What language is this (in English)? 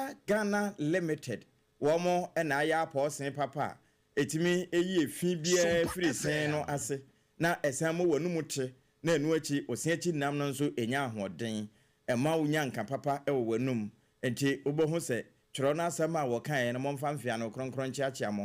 Akan